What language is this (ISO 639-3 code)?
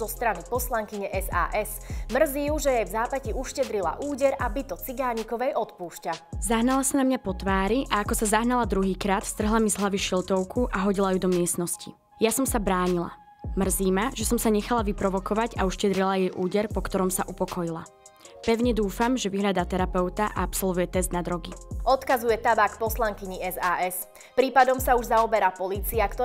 slk